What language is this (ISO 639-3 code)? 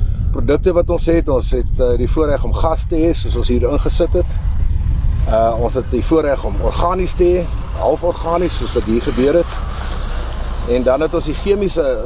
afr